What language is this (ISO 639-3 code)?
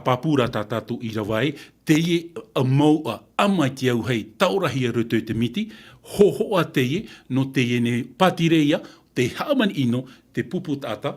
tah